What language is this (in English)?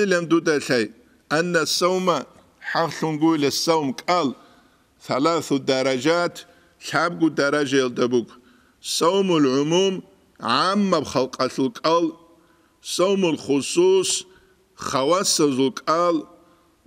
Avaric